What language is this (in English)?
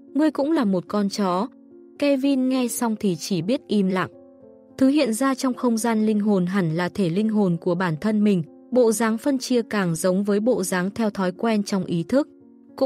Vietnamese